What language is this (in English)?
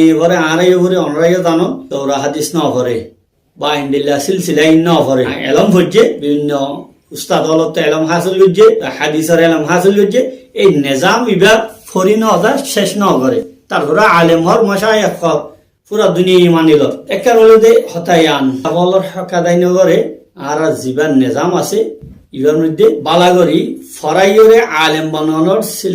Rohingya